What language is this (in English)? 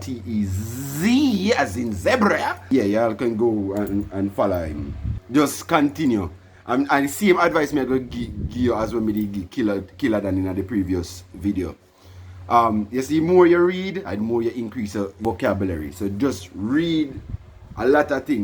Jamaican Creole English